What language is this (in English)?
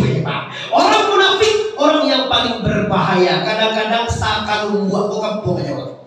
Minangkabau